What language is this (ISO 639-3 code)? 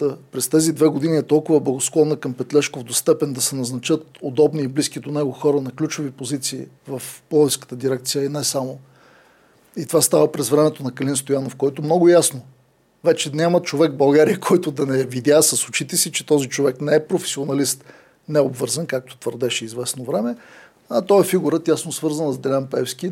bul